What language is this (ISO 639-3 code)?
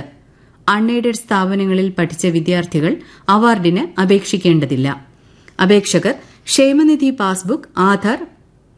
mal